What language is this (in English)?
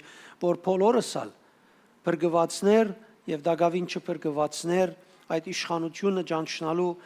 Western Armenian